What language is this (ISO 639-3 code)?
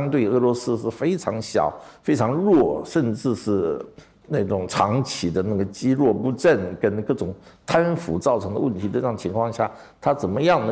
zho